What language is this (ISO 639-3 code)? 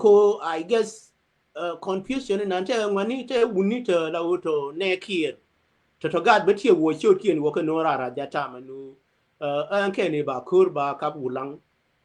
nus